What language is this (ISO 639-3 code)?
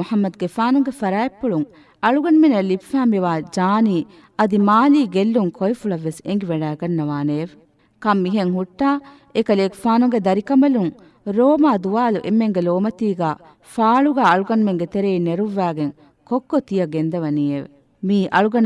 div